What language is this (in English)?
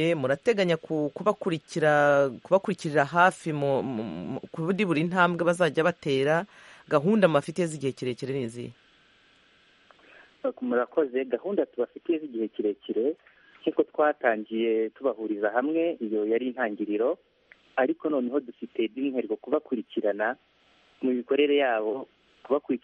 Kinyarwanda